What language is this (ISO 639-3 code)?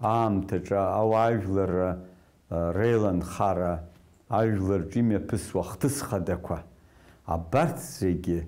abk